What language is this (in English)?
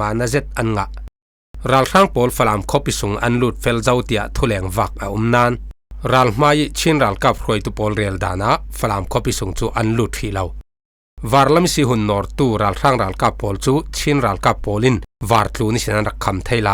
Falam Chin